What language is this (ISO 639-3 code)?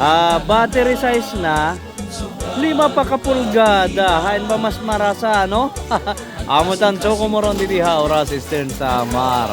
war